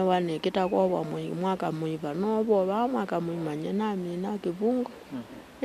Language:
Kamba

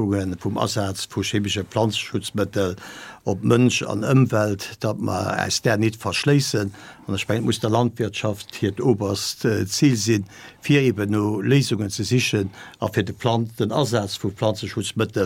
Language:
Luxembourgish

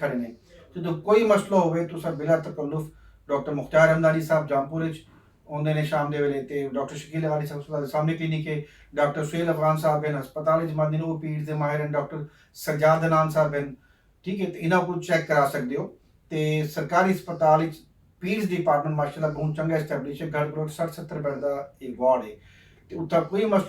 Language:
Saraiki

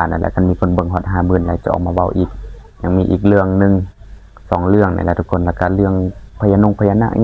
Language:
Northeastern Thai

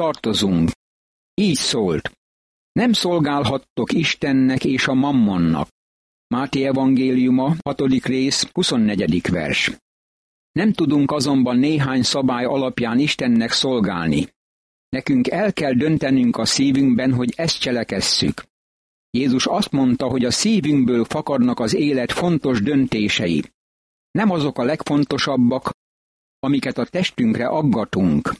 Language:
Hungarian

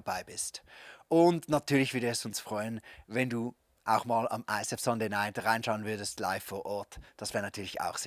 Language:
Swiss German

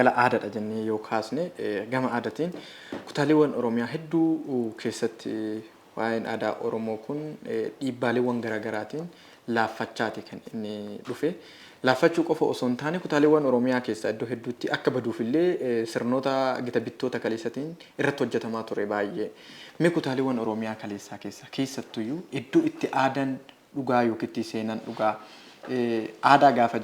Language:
Oromo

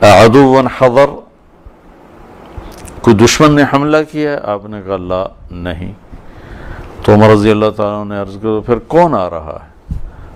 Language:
Urdu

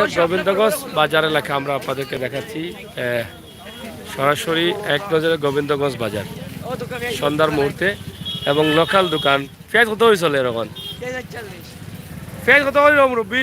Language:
Sylheti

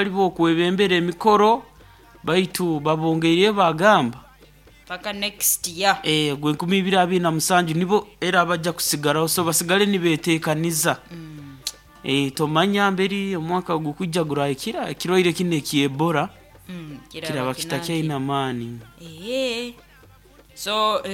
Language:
Nyoro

